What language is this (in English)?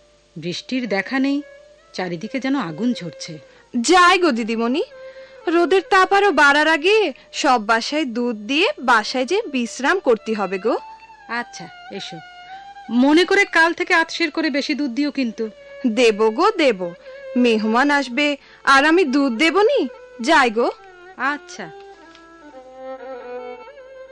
Bangla